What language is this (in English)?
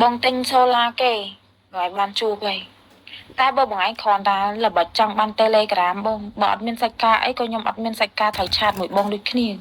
Khmer